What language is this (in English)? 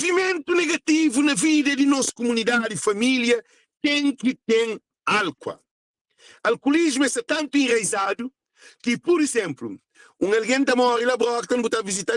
Kabuverdianu